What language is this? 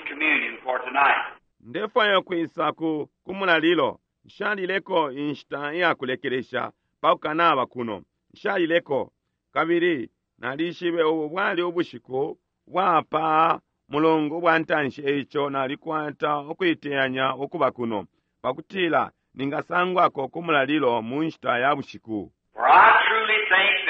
Bemba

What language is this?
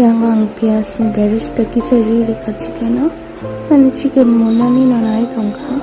Kok Borok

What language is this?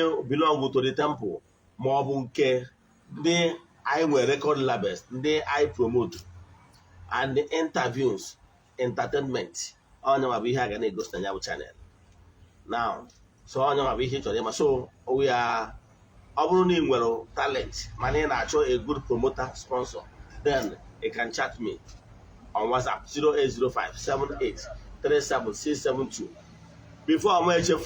Igbo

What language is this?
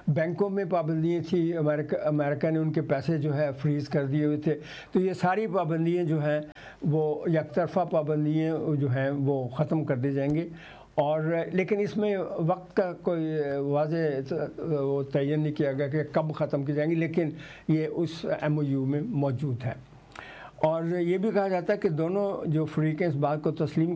Urdu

